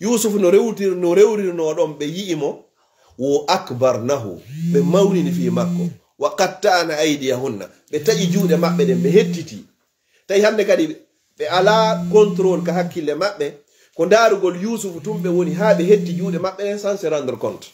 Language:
Fula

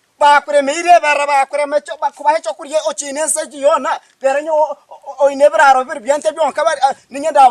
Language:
Nyankole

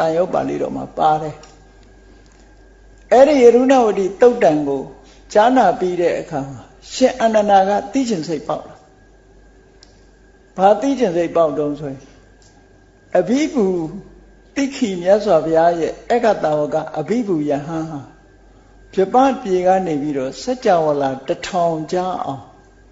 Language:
Burmese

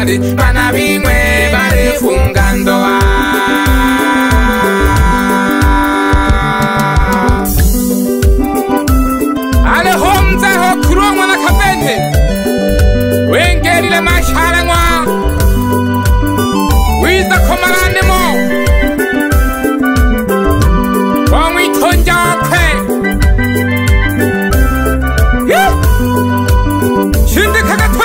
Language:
Swahili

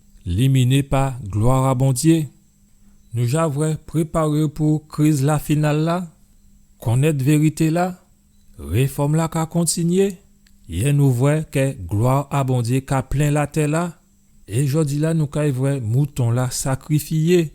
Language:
Guadeloupean Creole French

